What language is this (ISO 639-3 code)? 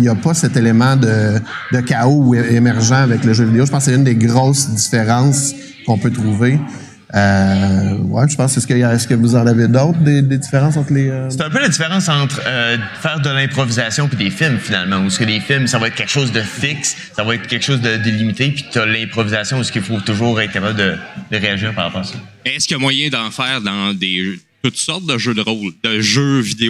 fra